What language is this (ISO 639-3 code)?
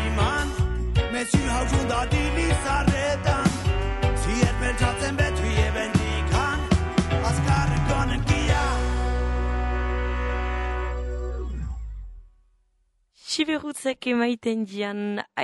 eus